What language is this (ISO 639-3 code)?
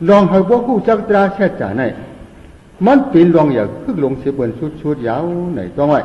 shn